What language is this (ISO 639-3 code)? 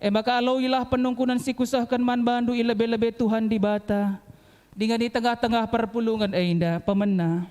btx